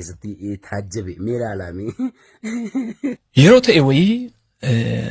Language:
Oromo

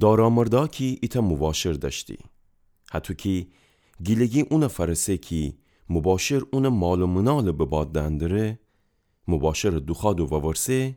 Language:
Gilaki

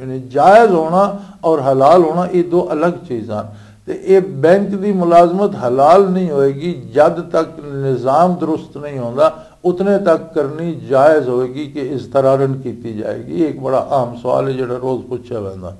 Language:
Western Panjabi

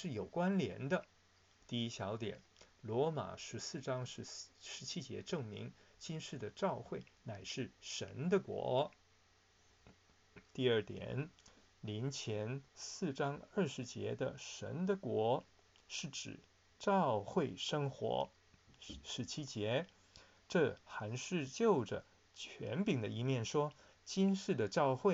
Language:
Chinese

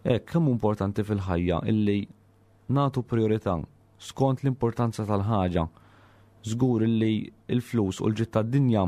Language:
Maltese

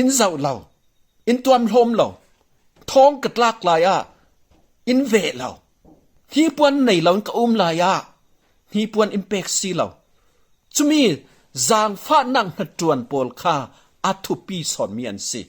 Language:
Falam Chin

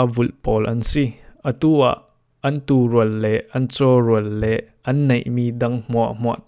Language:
Falam Chin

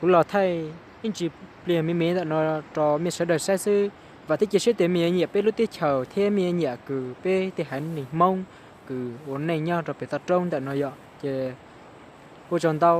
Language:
Hmong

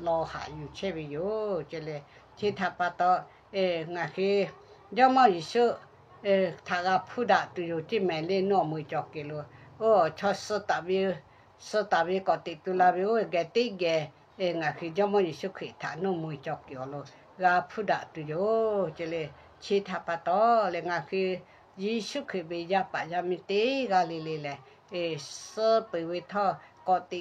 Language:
Lahu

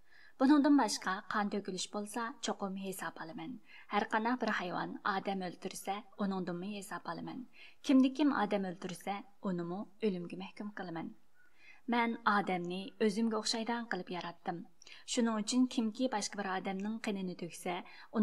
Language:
Uyghur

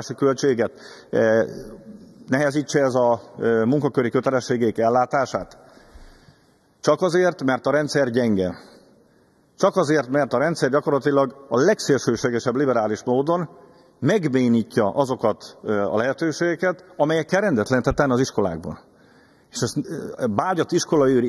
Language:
Hungarian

